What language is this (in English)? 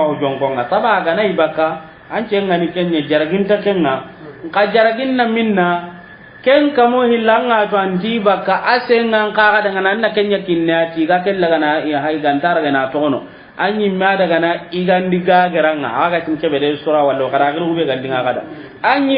Soninke